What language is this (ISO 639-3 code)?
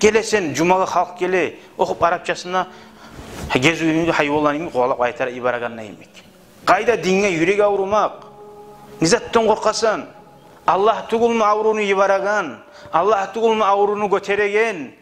kum